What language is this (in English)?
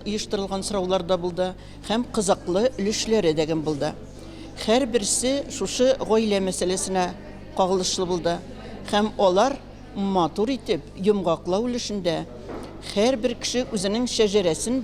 Tatar